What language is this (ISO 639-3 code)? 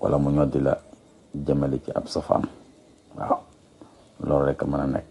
wol